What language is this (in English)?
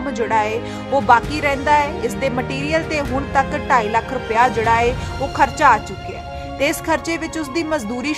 Punjabi